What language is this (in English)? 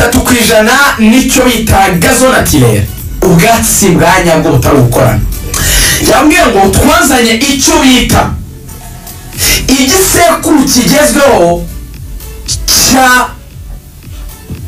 Kinyarwanda